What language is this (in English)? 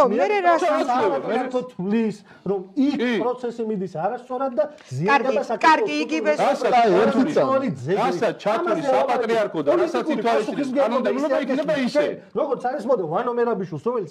Georgian